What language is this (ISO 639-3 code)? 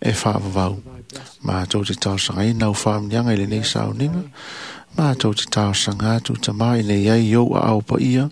smo